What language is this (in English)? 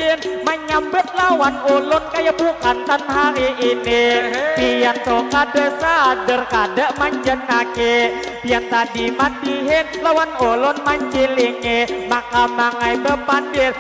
Banjar